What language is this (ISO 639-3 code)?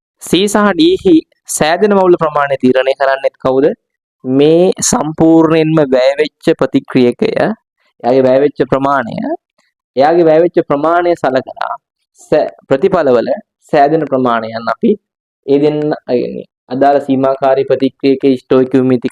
sin